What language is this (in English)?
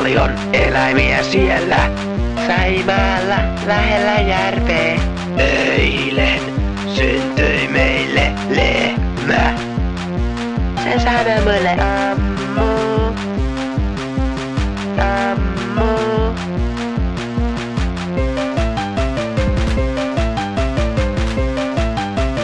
Finnish